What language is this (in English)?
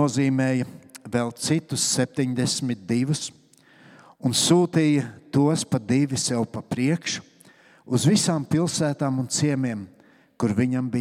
Latvian